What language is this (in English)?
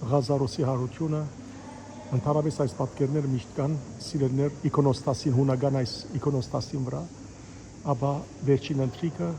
Western Armenian